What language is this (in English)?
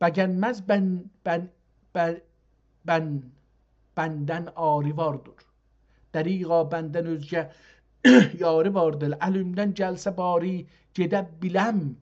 South Azerbaijani